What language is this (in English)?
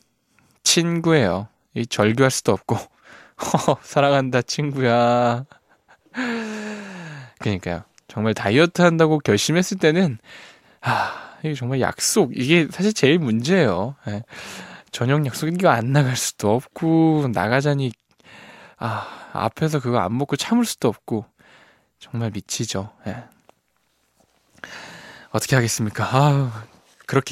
Korean